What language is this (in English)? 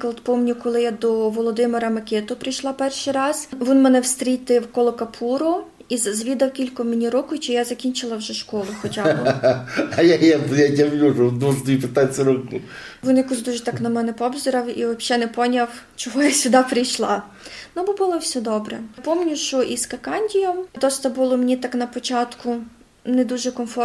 Rusyn